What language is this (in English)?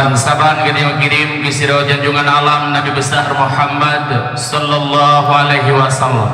Achinese